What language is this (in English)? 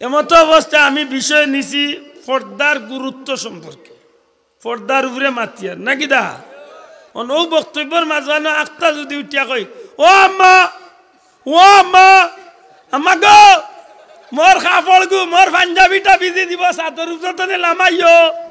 Sylheti